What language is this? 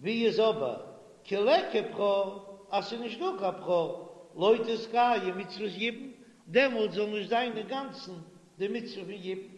Yiddish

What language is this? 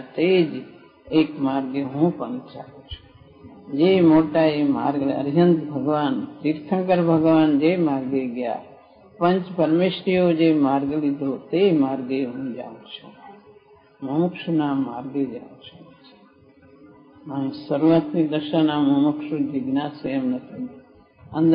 Gujarati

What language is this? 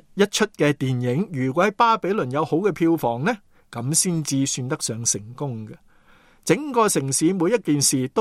Cantonese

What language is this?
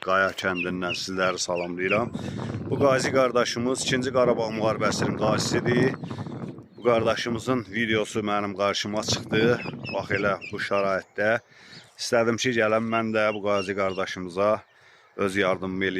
Azerbaijani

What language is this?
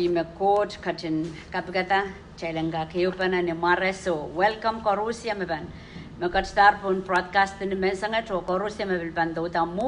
Pohnpeian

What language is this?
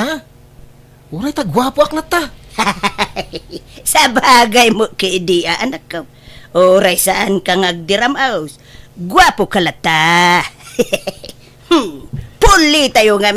Iloko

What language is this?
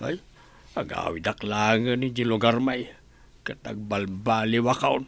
Iloko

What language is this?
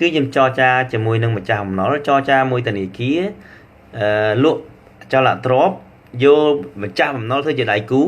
Khmer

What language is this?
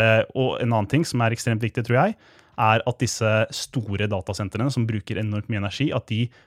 Norwegian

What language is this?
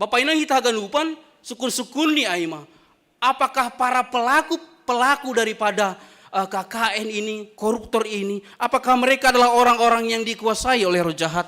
Batak Simalungun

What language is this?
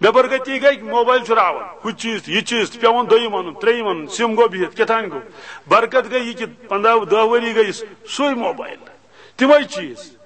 Kashmiri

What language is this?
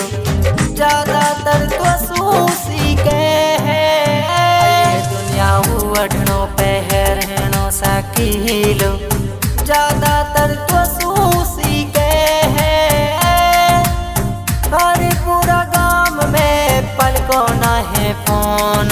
Haryanvi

